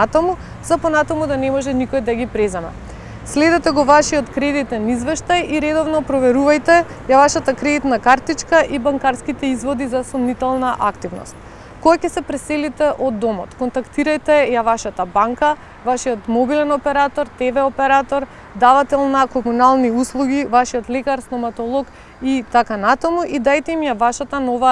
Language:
Macedonian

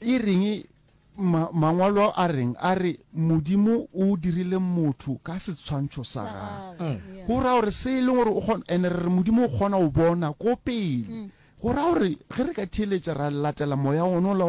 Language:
Northern Sotho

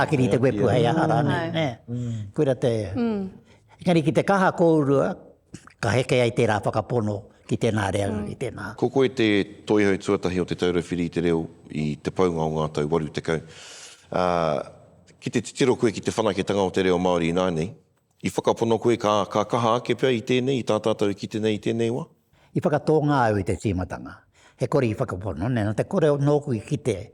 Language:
Māori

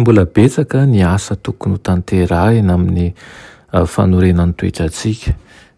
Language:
Malagasy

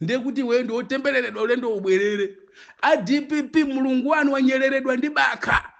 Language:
Nyanja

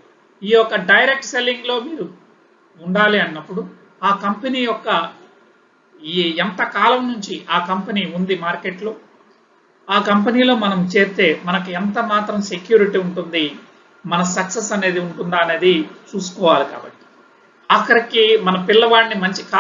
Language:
Telugu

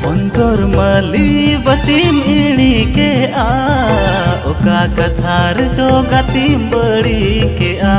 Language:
Santali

